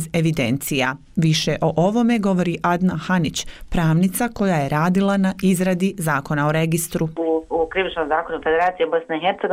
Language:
Bosnian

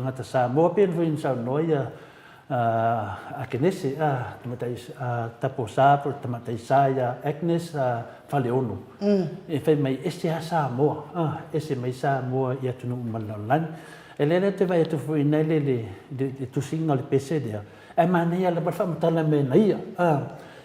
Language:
Samoan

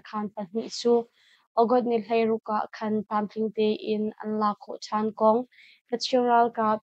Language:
Hakha Chin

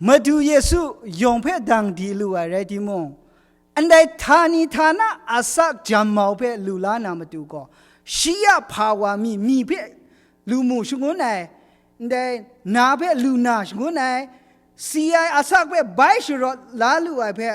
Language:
Kachin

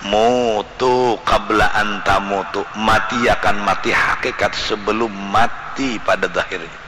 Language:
Banjar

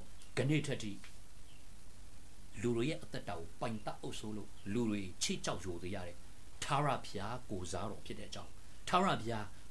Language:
Burmese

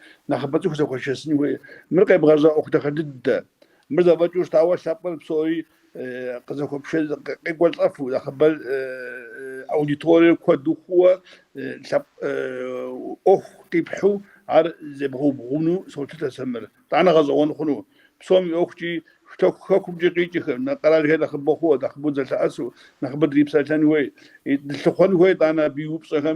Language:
Kabardian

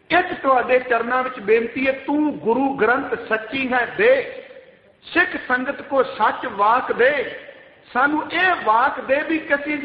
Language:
Punjabi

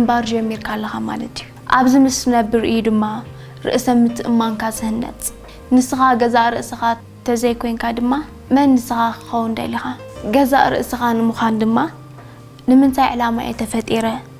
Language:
Tigrinya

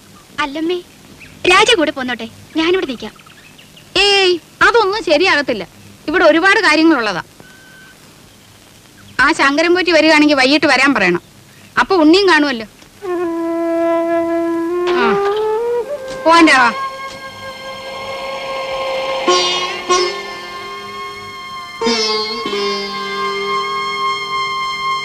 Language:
Malayalam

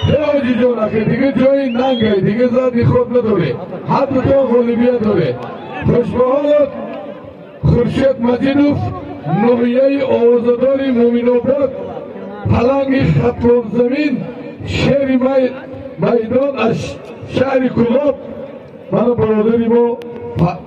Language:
Tajik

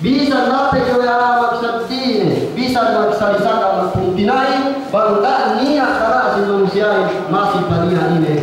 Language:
Yakan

